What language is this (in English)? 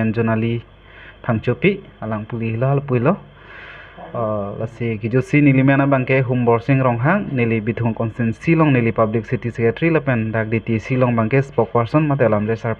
Karbi